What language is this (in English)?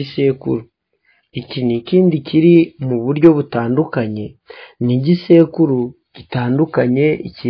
Kinyarwanda